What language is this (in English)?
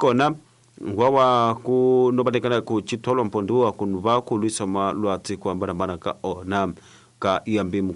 Tsonga